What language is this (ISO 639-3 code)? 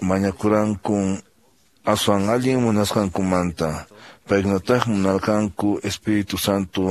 que